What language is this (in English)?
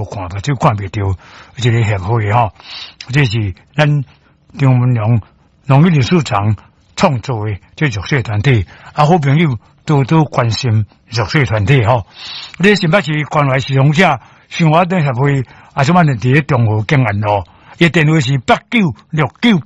Min Nan Chinese